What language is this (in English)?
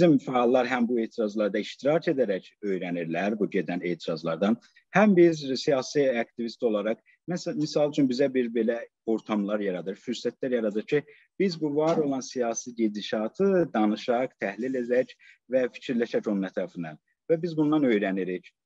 South Azerbaijani